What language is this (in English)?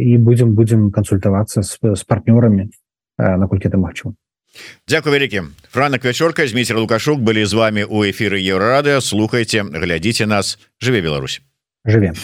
Belarusian